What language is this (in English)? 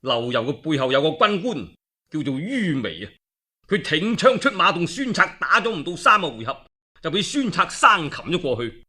Cantonese